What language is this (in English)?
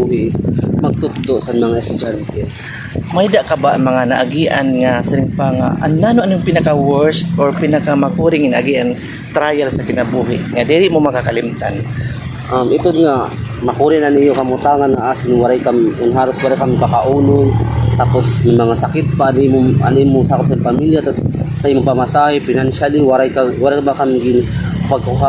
Waray